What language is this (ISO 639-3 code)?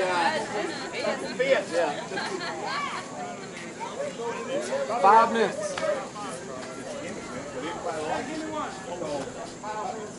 eng